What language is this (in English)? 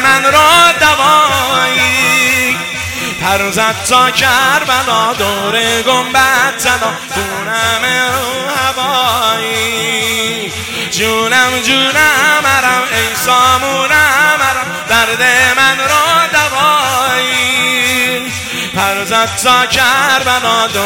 Persian